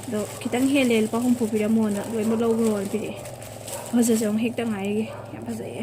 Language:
Manipuri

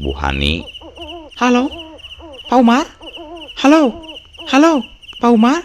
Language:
Sundanese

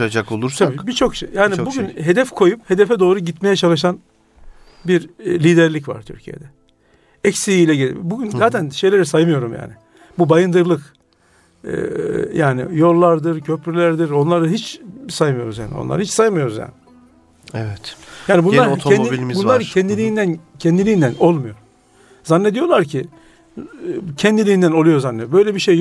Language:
Turkish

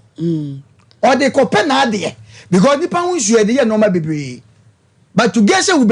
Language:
Akan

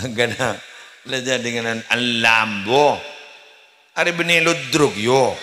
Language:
Madurese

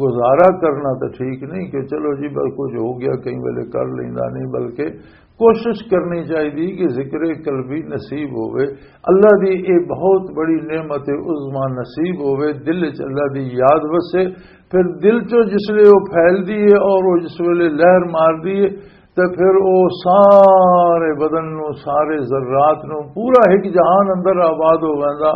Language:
Western Panjabi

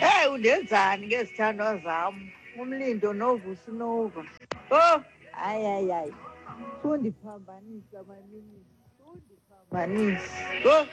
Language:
Xhosa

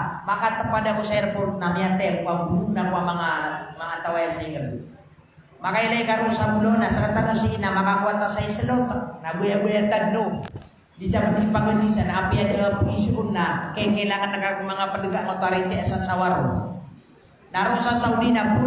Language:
Maranao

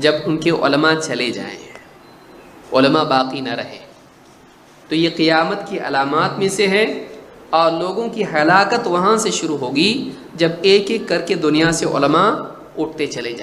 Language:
Urdu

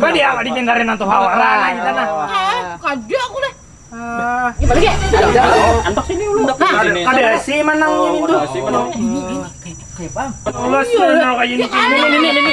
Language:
Banjar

